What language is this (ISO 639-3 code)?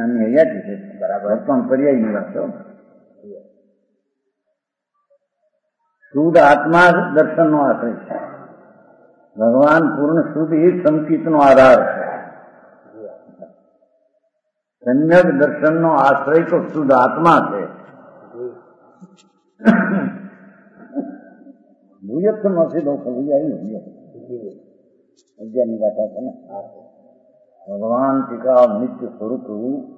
guj